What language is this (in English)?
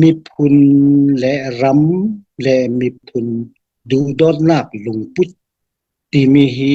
Falam Chin